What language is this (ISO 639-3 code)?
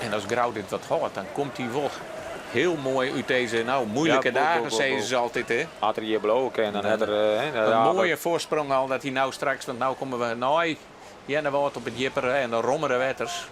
fry